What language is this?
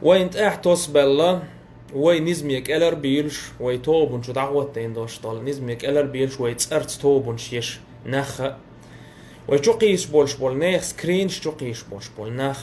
Chechen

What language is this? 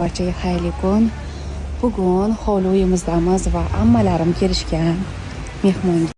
Uzbek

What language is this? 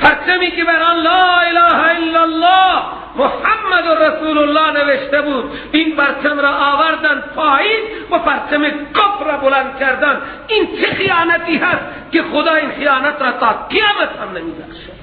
Persian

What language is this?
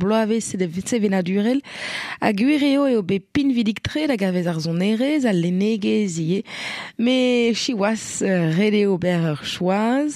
Breton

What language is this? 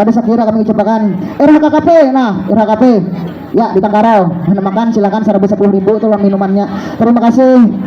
Banjar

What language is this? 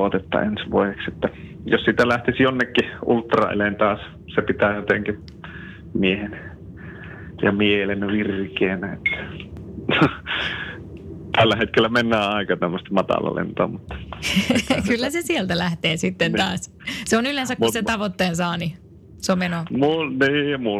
Finnish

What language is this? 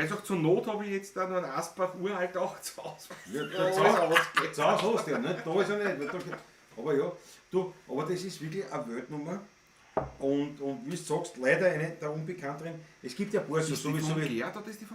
Bavarian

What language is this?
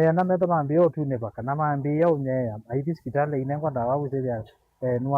Kamba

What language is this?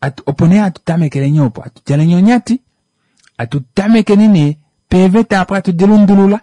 Kuanyama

